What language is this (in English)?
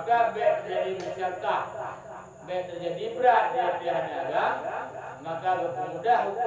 Achinese